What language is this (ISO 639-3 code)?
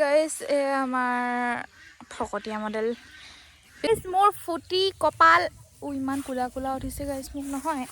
asm